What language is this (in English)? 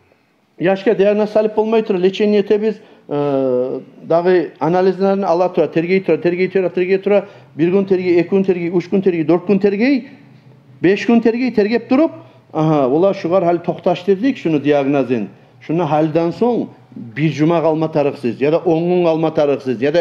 Kumyk